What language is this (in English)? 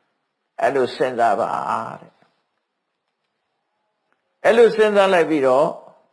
Burmese